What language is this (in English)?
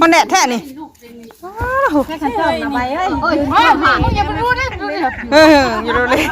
Northeastern Thai